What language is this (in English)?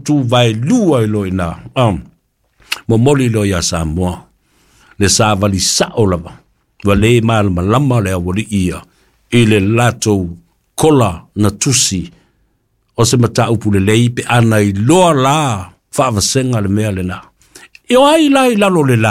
Samoan